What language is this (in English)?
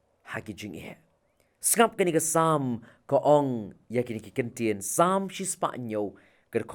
Khasi